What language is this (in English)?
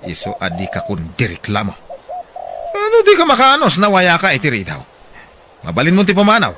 Iloko